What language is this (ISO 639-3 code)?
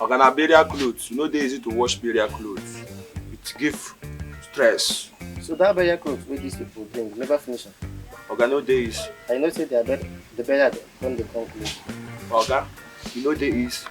pcm